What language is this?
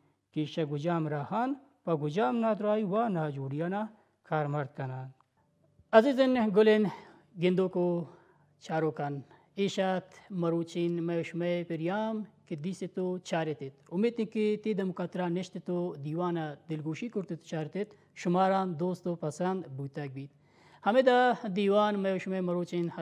Baluchi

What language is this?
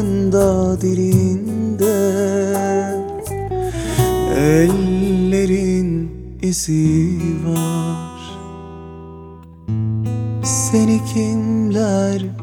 Turkish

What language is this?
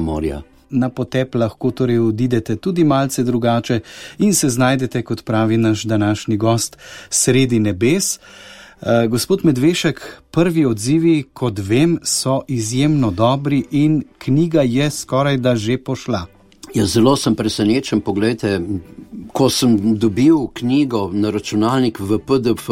Slovenian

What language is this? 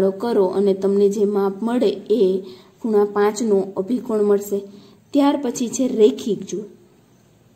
Gujarati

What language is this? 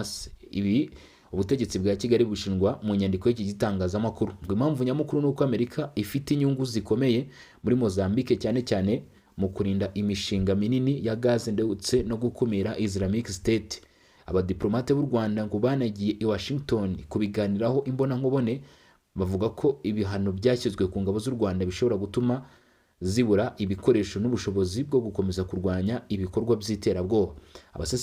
Kinyarwanda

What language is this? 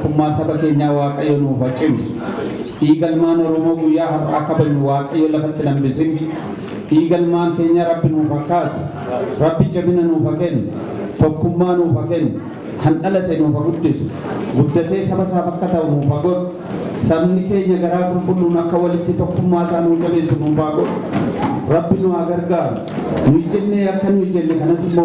Oromo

